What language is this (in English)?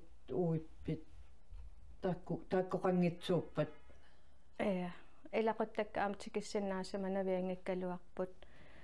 Kalaallisut